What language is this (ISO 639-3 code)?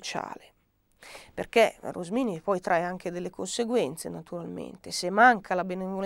ita